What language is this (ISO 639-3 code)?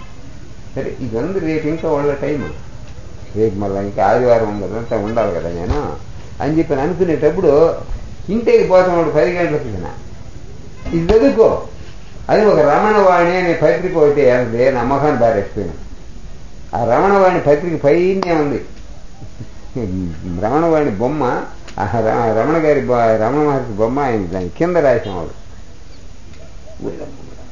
tel